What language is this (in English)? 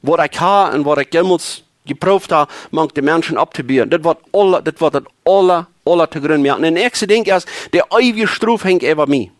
Plautdietsch